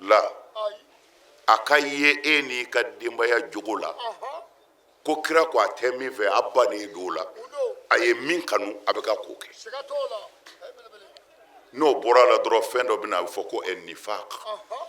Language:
Bambara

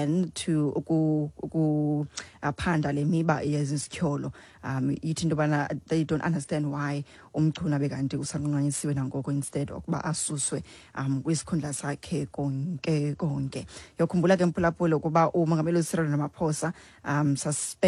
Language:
Xhosa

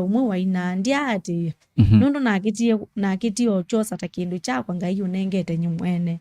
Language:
Kamba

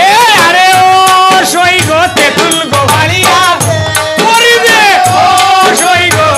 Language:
Sylheti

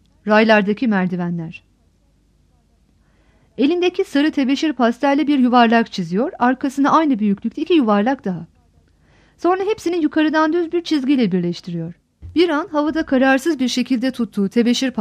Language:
Turkish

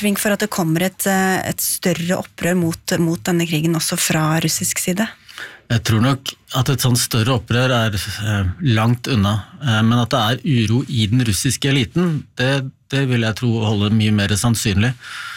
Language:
Norwegian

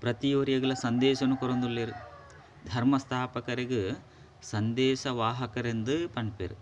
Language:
Tulu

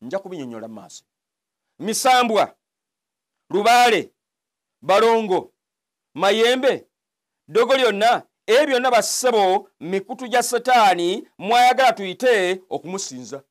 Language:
Ganda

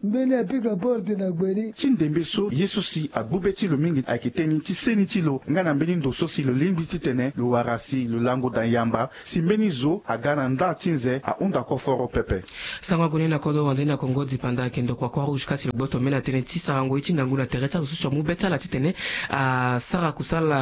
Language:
Sango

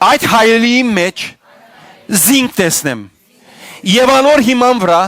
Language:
Western Armenian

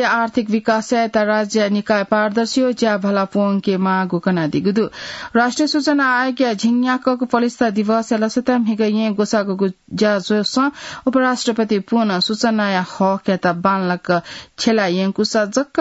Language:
Newari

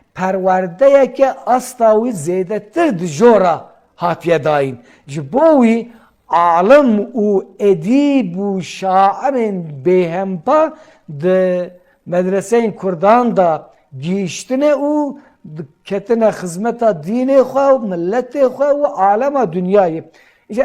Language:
Kurdish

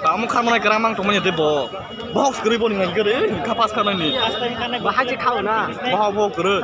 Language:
Kok Borok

